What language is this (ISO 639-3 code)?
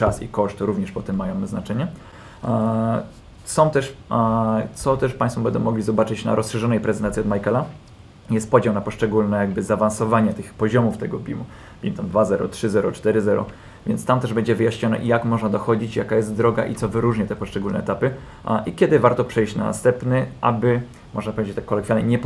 pol